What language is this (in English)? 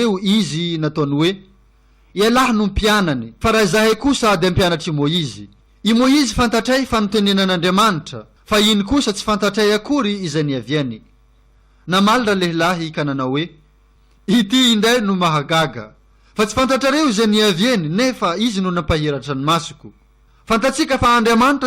Malagasy